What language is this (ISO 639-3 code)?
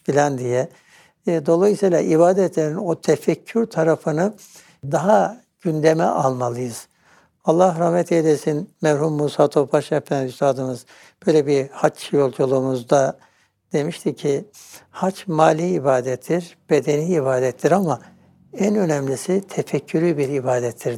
tur